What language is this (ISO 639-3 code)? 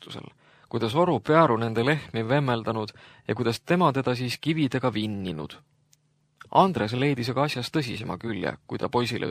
est